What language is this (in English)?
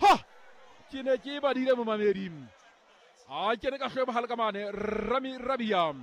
Southern Sotho